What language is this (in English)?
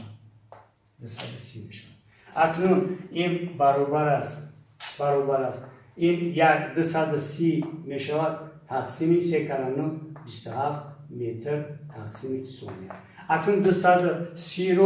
Tajik